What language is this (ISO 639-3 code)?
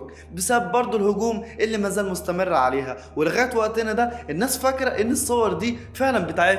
arz